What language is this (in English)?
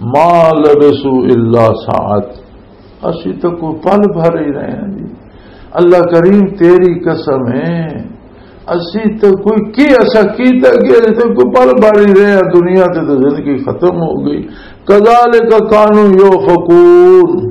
Western Panjabi